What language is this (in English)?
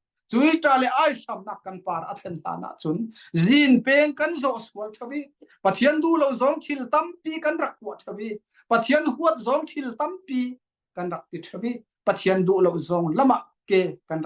Falam Chin